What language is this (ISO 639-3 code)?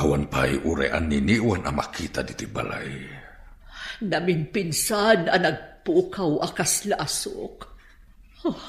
ilo